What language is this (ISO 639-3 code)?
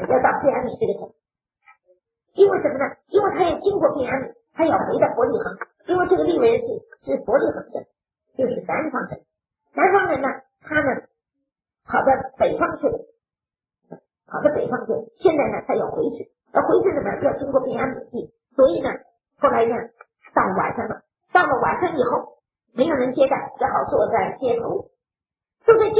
zho